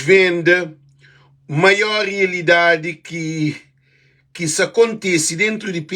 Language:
Kabuverdianu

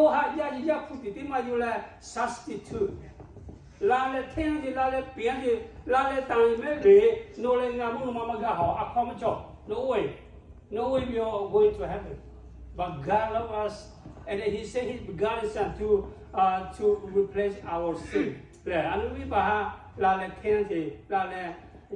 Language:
Lahu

